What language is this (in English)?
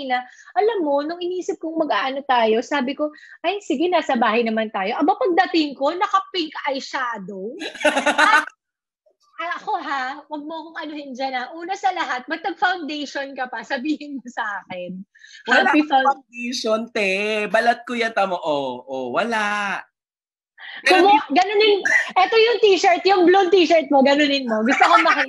Filipino